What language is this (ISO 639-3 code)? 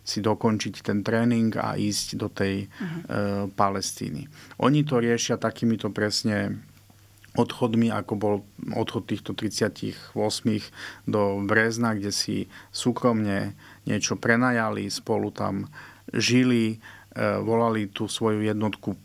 slk